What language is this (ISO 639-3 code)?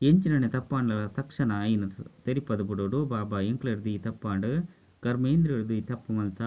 tcy